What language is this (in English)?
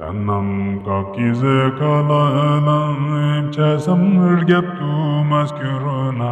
Ladakhi